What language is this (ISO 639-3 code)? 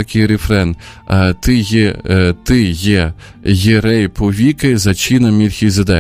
ukr